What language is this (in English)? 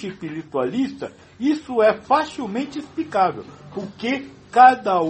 Portuguese